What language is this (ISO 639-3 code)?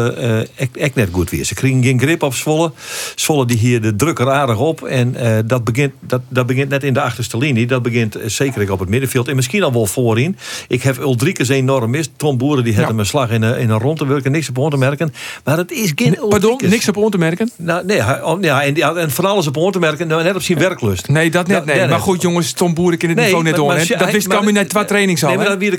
fry